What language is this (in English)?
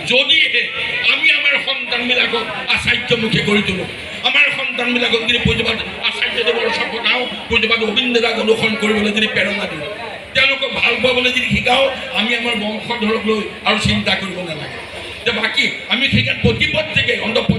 Assamese